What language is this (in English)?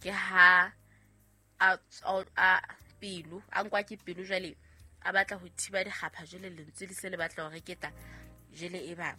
Southern Sotho